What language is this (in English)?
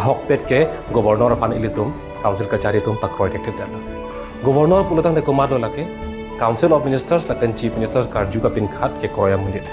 Karbi